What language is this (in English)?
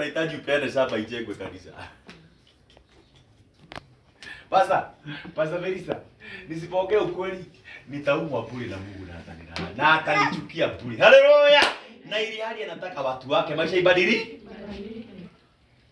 Swahili